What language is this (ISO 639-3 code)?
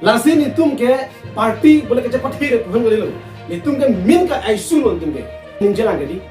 mjw